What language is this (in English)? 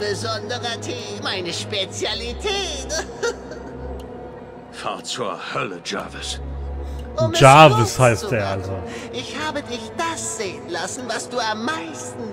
German